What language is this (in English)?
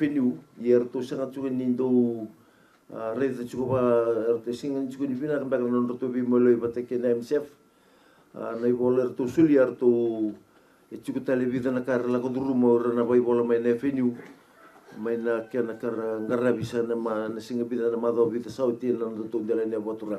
Fijian